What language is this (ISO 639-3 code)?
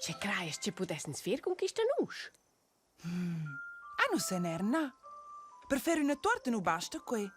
roh